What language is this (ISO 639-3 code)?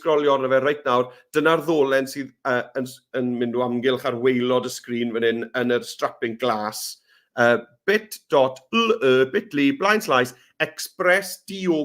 cym